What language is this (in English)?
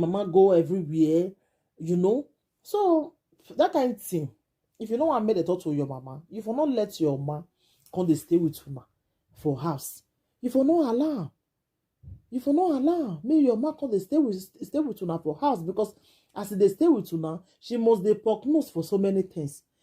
Nigerian Pidgin